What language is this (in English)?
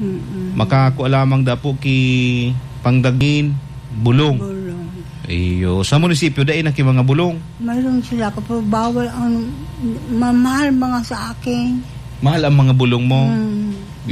Bikol